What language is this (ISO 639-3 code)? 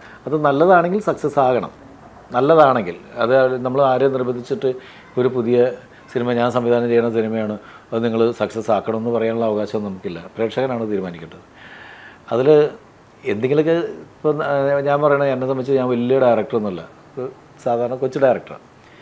mal